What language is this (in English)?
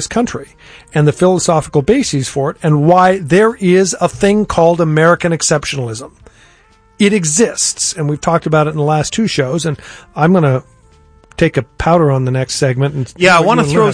English